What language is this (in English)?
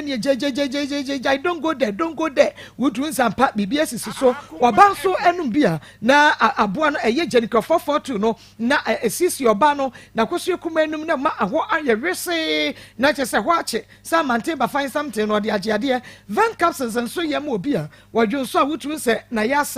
Akan